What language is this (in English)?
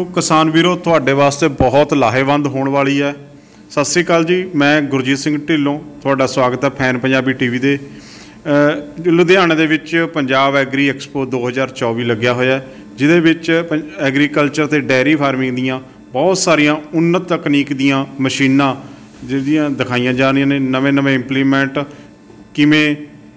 Punjabi